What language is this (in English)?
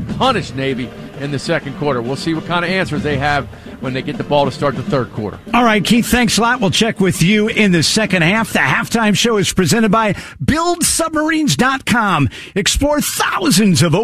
English